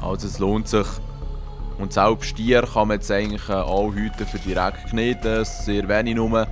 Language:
Swiss German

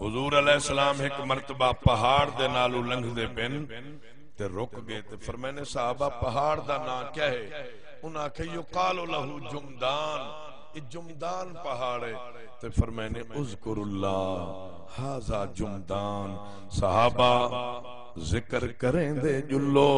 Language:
Saraiki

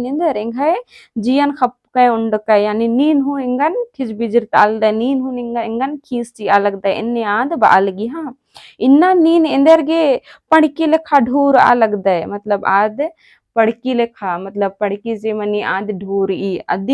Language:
Kurukh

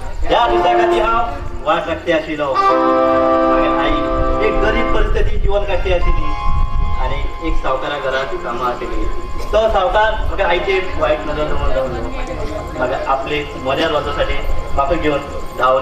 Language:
Konkani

